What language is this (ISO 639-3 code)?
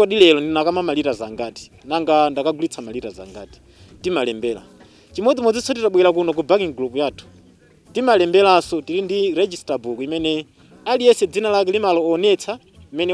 nya